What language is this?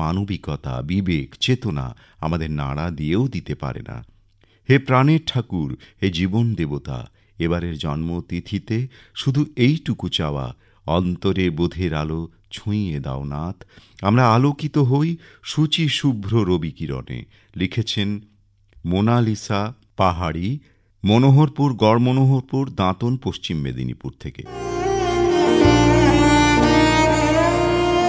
Bangla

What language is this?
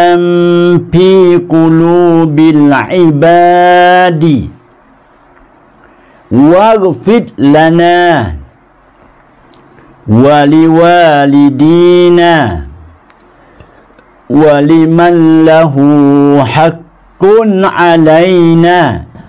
Pattani Malay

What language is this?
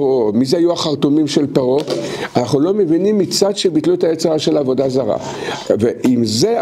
Hebrew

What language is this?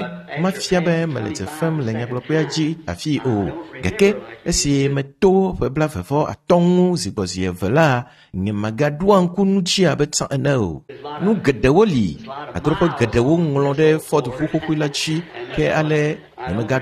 Ewe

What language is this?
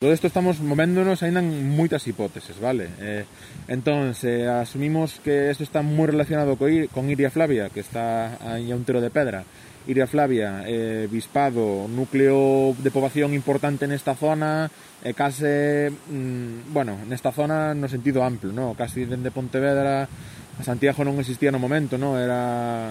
Galician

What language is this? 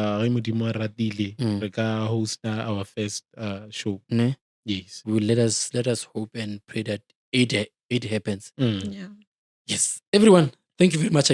Northern Sotho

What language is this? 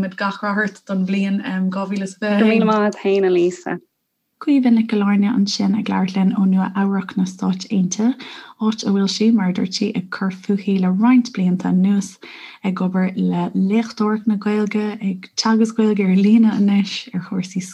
Irish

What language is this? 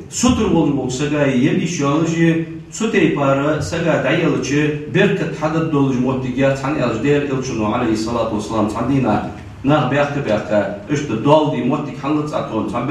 Ingush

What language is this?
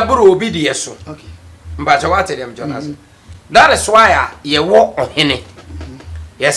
Akan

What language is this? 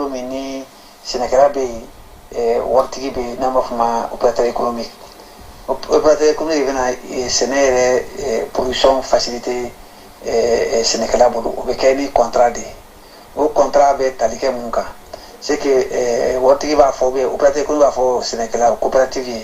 Bambara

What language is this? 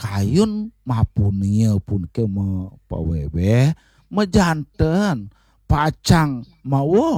Balinese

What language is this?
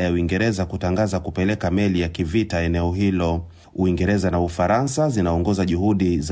Swahili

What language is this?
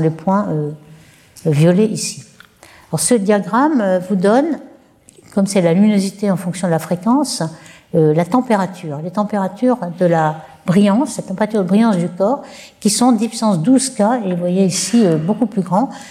French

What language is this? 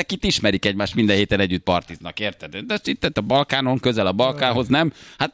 Hungarian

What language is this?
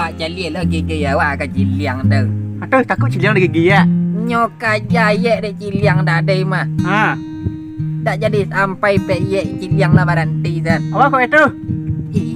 Minangkabau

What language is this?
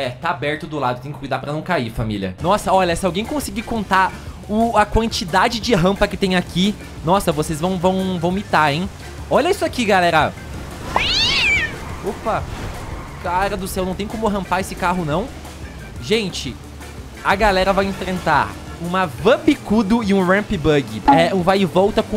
Portuguese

